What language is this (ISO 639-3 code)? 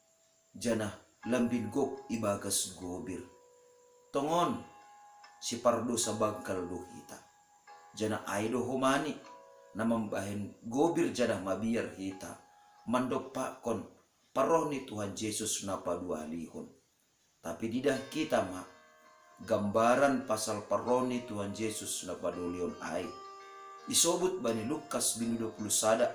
bts